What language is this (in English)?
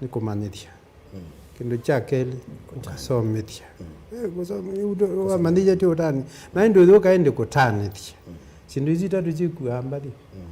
Kamba